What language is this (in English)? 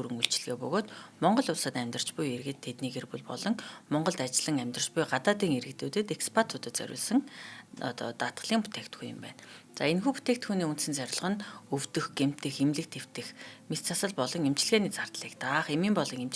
Mongolian